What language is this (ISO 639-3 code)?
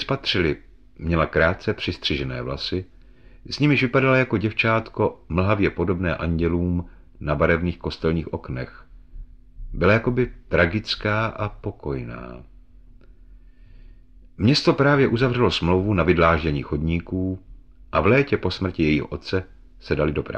ces